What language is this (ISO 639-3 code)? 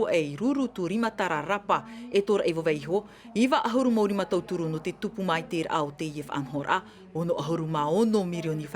tah